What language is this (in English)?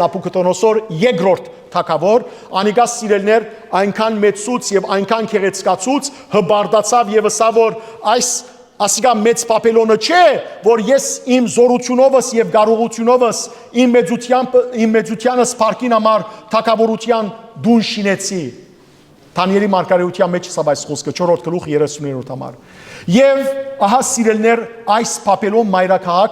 Western Armenian